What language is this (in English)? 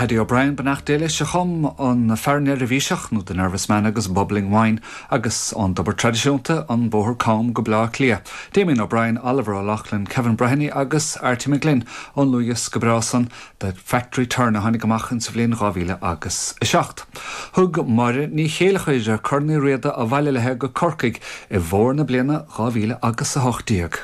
Irish